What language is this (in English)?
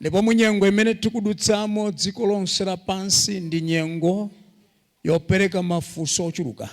Nyanja